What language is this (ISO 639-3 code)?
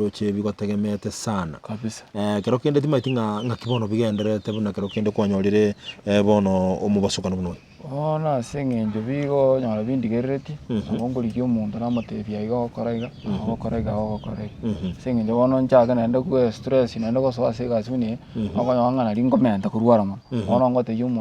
guz